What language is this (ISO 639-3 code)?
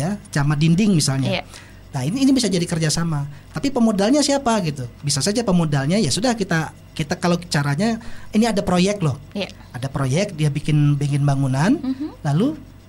ind